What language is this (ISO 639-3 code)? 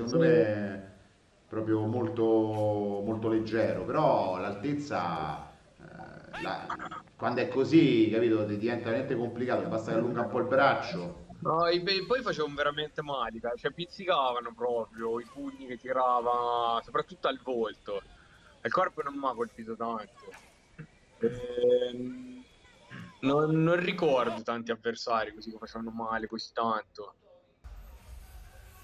ita